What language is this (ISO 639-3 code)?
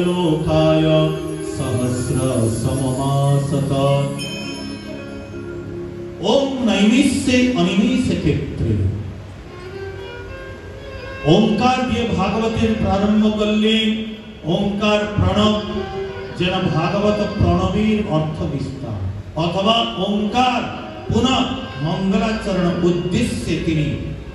ben